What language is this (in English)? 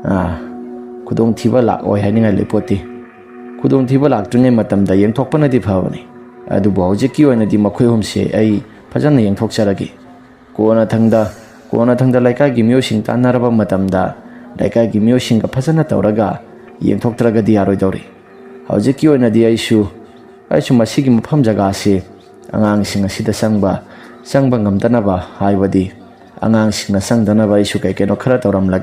Manipuri